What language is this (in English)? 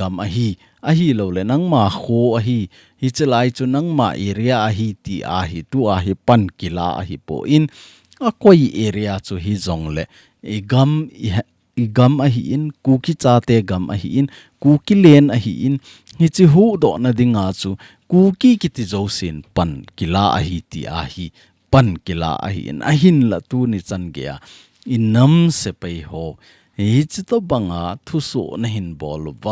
Thado Chin